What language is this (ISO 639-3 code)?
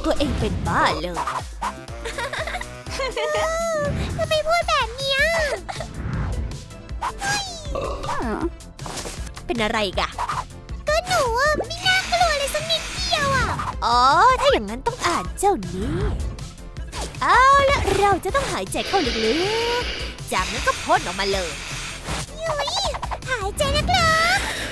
tha